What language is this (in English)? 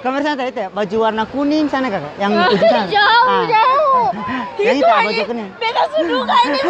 Ambonese Malay